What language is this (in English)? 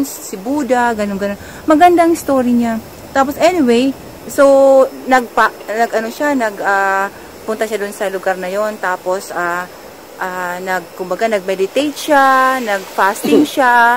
Filipino